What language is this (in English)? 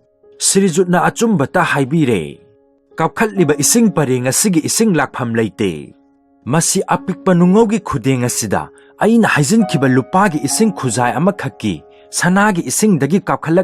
Manipuri